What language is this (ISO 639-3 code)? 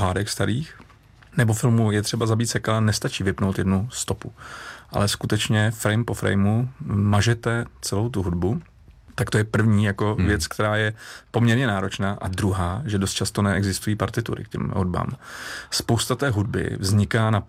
ces